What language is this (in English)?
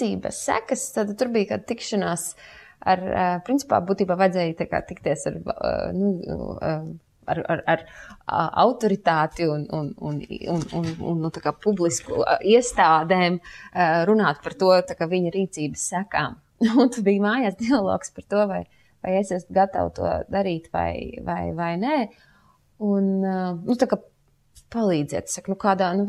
Latvian